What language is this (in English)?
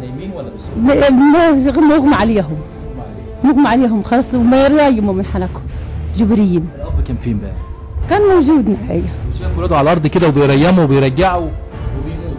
Egyptian Arabic